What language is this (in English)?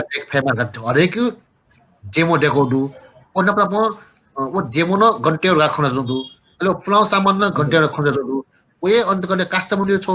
Newari